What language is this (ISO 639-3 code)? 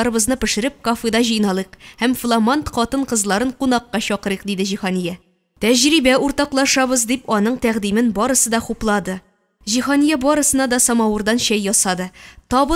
tat